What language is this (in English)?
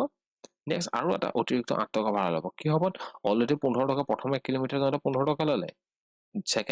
Assamese